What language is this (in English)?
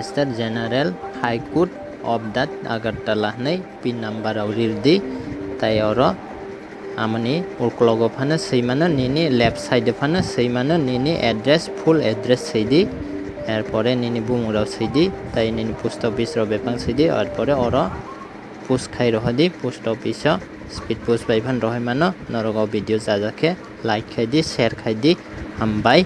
Kok Borok